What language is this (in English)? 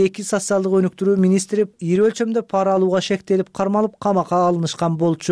Kyrgyz